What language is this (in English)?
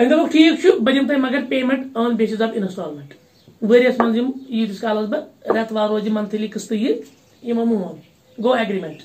Kashmiri